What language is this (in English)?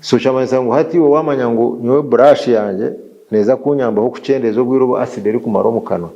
Nyankole